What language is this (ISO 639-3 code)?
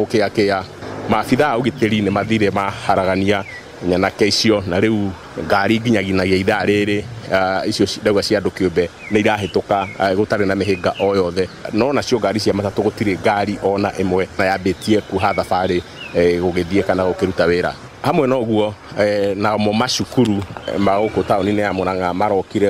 kik